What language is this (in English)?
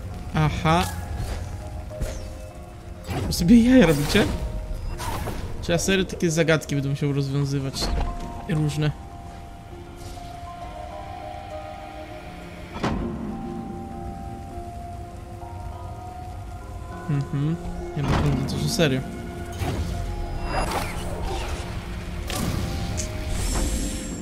Polish